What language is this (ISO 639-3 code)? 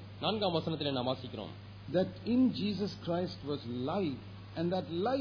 tam